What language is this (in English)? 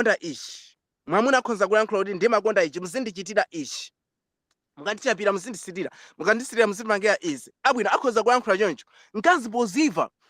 Nyanja